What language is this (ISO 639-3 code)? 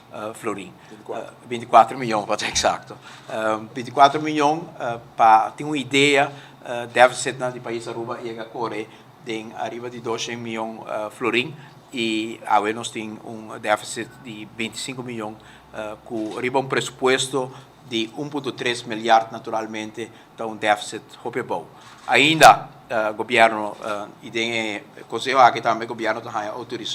pap